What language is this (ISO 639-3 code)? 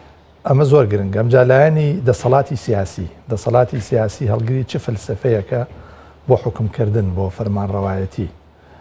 ckb